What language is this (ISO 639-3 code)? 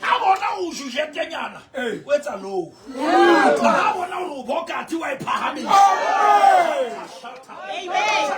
sot